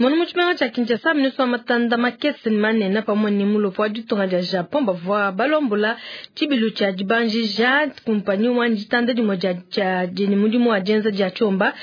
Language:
Luba-Lulua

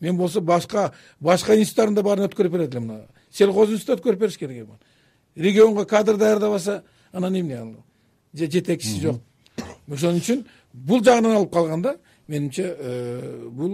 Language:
Kyrgyz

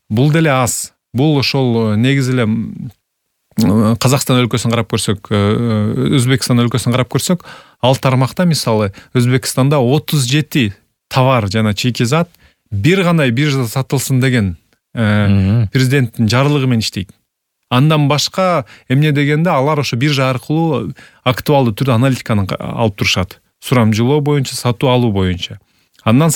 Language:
Kyrgyz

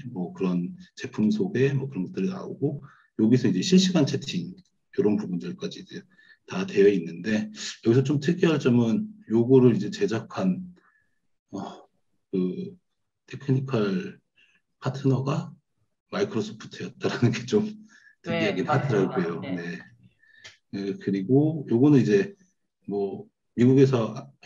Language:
Korean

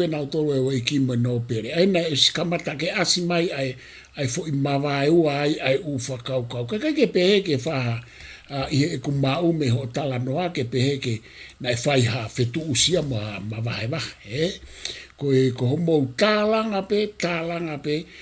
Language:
Tongan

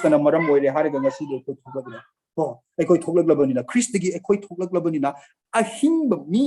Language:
Manipuri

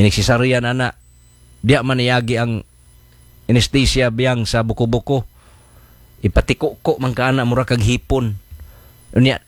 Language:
Cebuano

